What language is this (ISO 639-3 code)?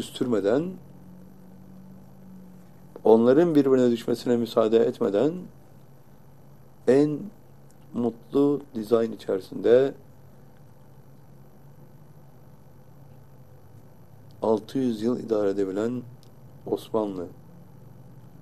tur